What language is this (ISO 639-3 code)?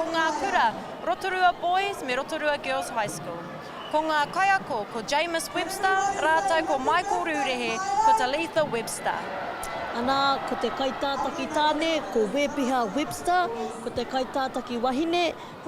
mri